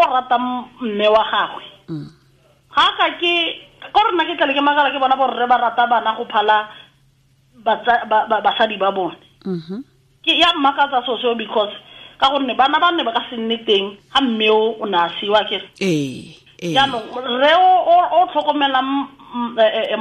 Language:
Tswana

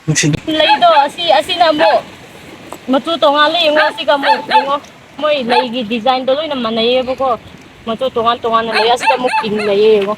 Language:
Manipuri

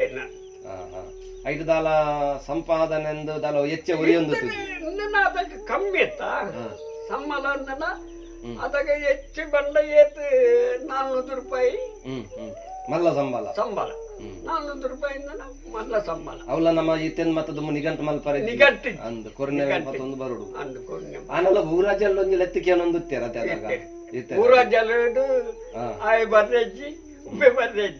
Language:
Tulu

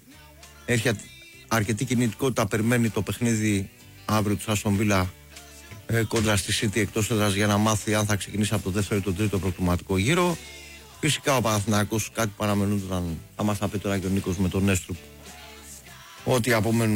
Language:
Greek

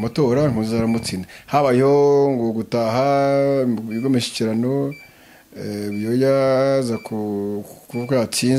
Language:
Kinyarwanda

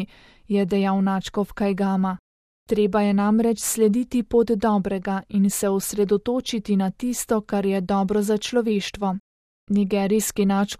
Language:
Slovenian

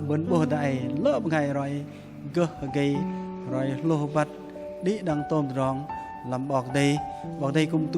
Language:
Bahnar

